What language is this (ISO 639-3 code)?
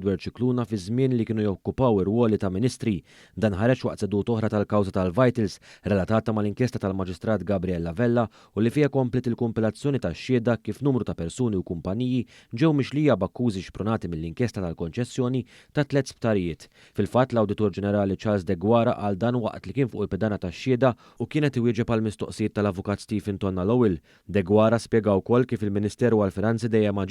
mlt